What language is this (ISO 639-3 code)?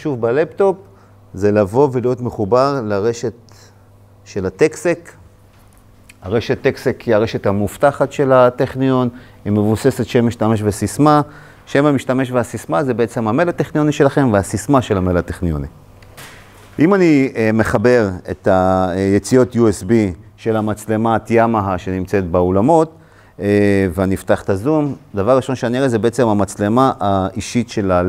heb